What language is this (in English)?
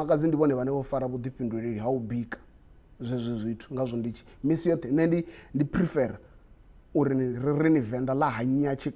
Venda